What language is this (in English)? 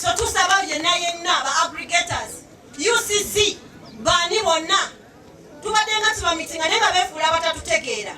Ganda